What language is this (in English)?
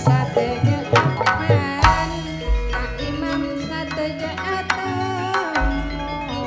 Madurese